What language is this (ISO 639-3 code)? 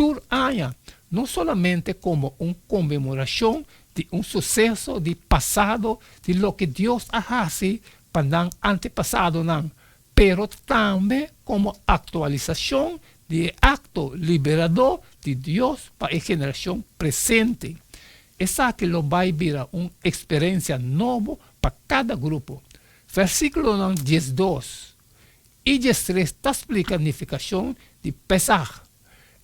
pap